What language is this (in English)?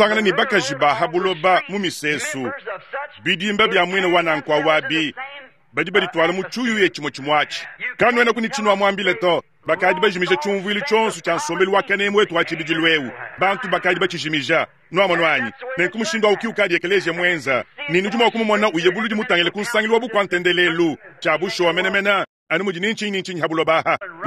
Luba-Lulua